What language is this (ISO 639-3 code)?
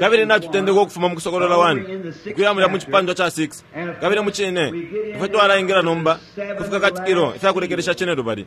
bem